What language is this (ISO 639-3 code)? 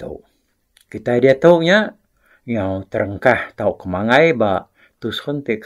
iba